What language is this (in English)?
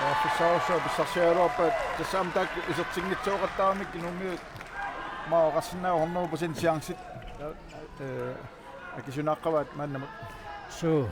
Kalaallisut